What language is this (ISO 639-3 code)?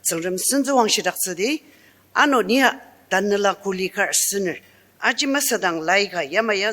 njo